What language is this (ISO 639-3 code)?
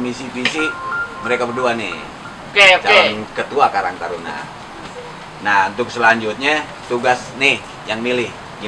bew